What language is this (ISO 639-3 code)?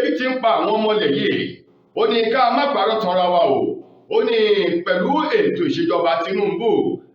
yor